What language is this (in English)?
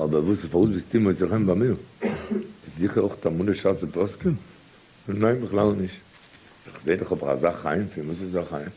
Yiddish